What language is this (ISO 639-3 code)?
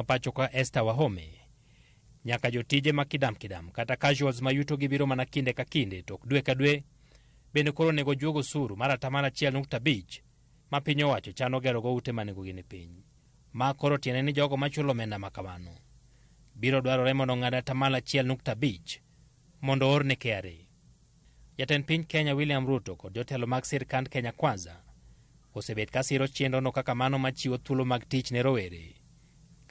luo